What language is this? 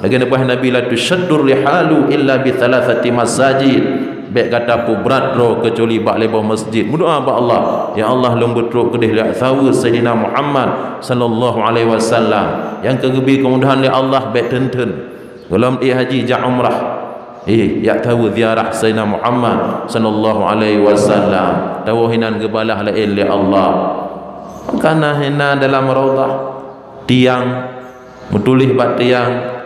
Achinese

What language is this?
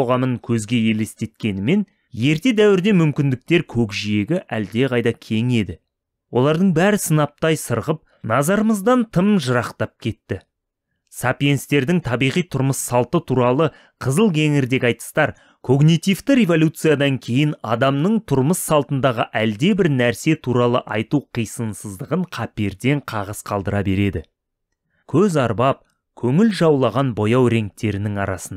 Kazakh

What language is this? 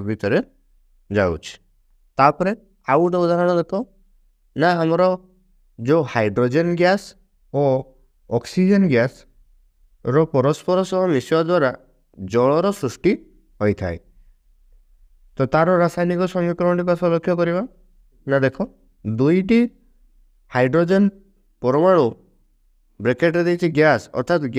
Odia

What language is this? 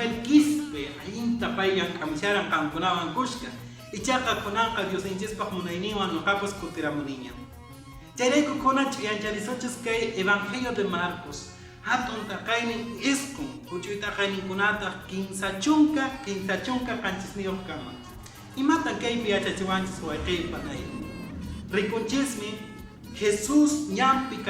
Quechua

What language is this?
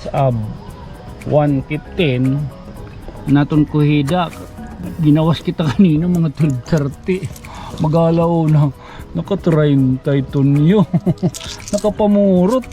Waray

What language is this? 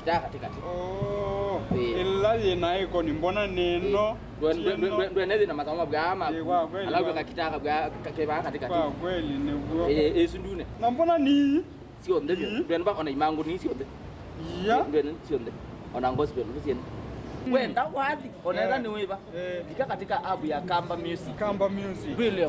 Kamba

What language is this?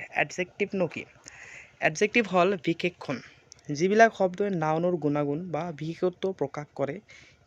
Assamese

